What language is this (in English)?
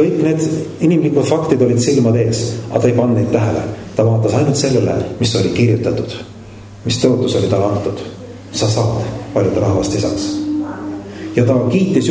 Estonian